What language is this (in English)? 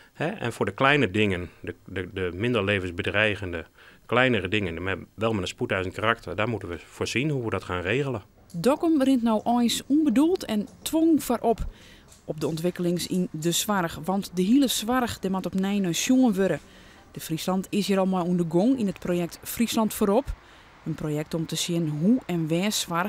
Western Frisian